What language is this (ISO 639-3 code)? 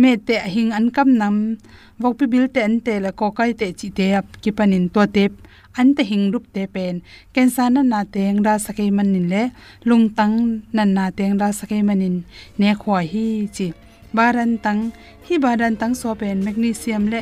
ctd